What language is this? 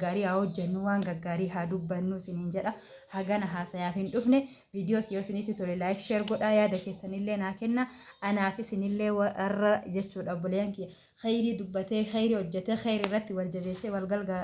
Oromo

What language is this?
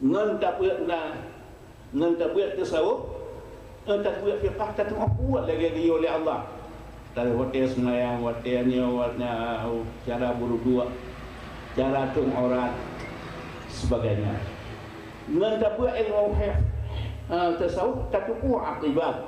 Achinese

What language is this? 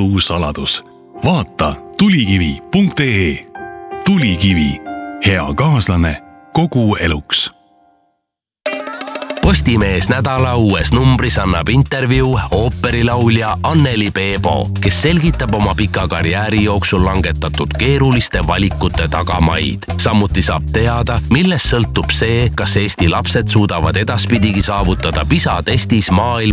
Estonian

